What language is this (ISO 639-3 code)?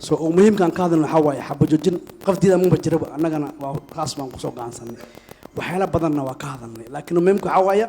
som